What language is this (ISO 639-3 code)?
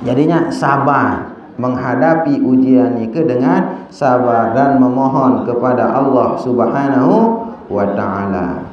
sas